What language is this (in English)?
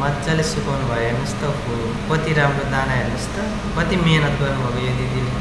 Nepali